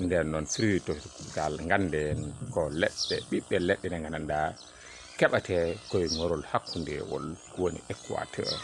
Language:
Fula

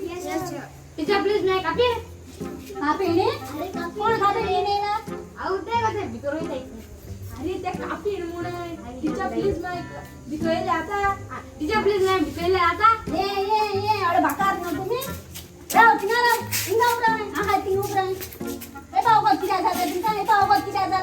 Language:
Konkani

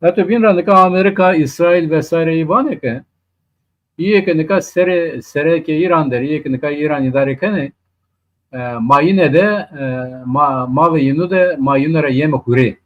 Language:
Zaza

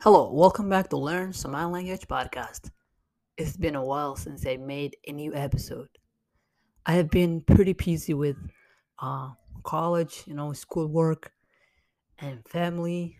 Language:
English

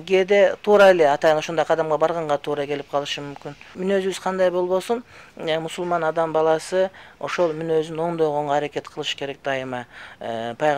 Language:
Kyrgyz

